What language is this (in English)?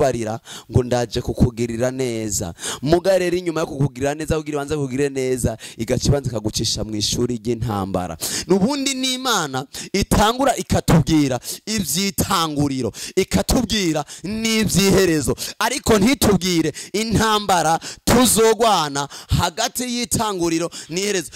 Rundi